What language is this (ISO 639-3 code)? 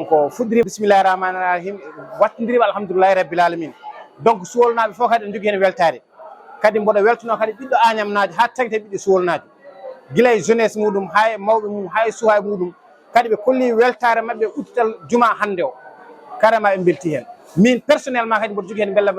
ful